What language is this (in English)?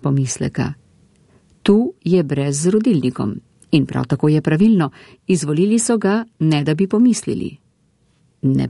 Slovenian